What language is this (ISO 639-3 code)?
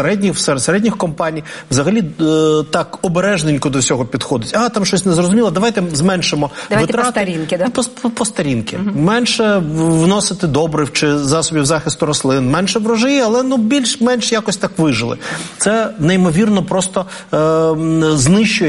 ukr